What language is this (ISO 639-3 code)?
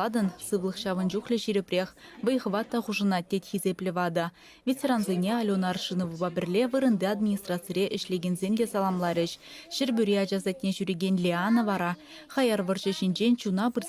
chv